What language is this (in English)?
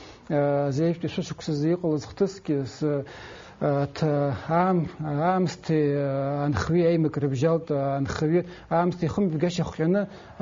Abkhazian